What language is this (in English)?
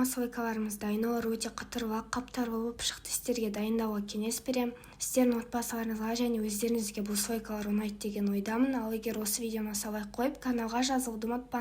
Kazakh